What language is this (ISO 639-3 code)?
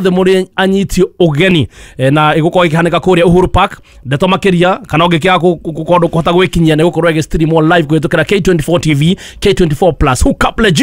kik